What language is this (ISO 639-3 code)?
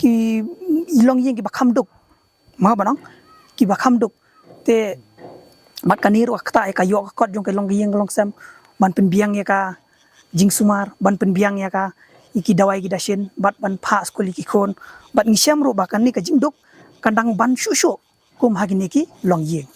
kha